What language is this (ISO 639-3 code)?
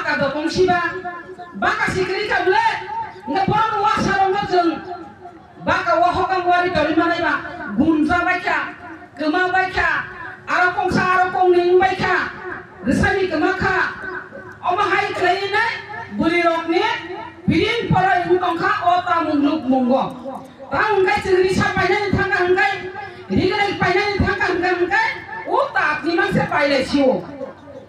trp